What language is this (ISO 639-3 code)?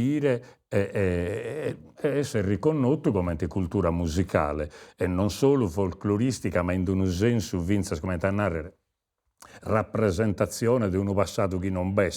srd